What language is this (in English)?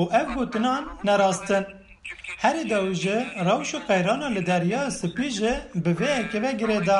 Kurdish